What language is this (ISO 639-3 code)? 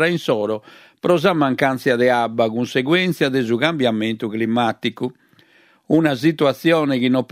srd